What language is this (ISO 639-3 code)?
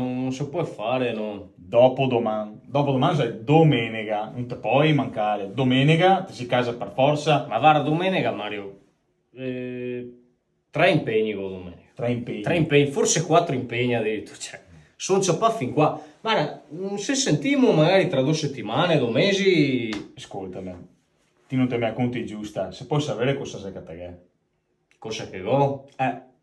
vec